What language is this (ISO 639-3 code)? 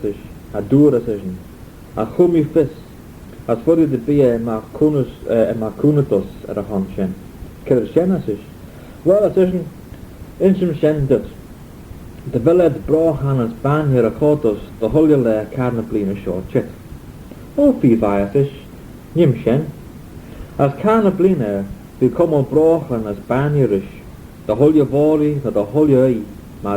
glv